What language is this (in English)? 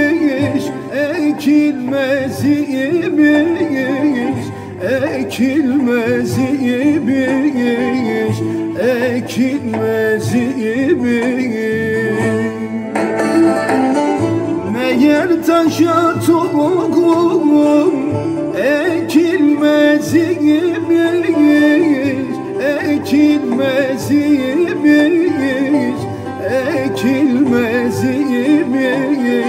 Turkish